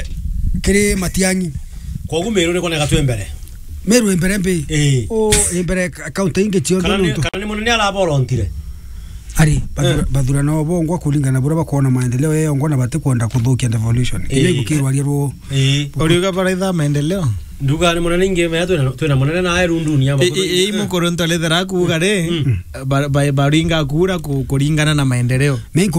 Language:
Meru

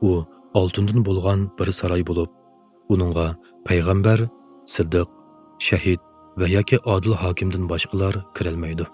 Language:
Uyghur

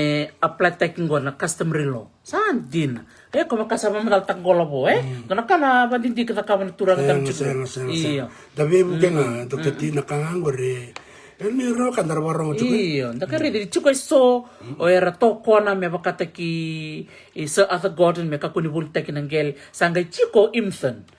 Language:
Fijian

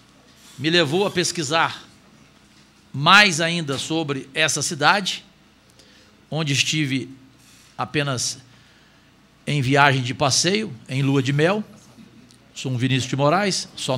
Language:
Portuguese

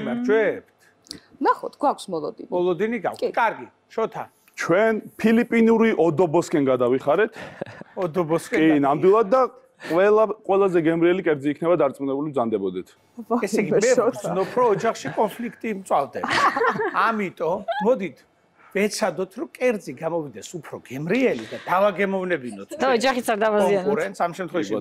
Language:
Georgian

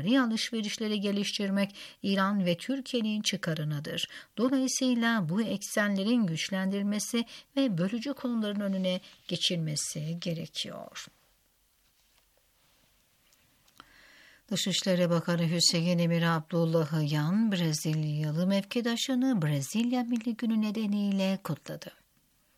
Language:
Turkish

